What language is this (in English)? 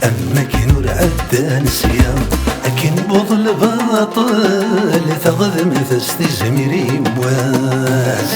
Kabyle